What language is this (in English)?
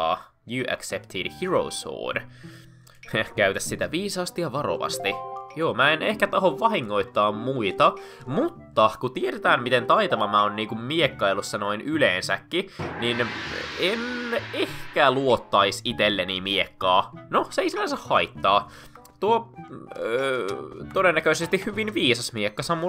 Finnish